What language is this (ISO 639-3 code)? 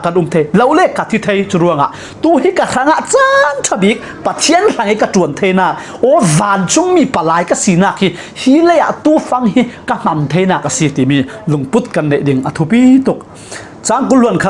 cfm